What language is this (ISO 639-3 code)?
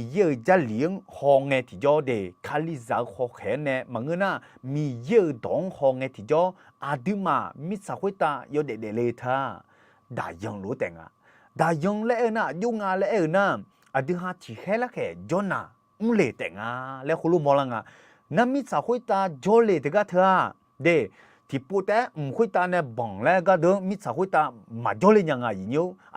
ahk